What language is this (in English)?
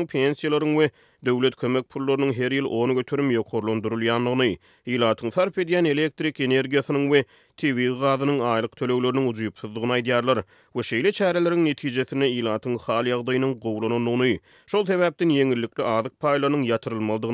Turkmen